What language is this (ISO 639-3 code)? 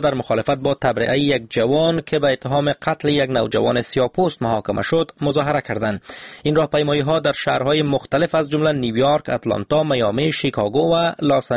fas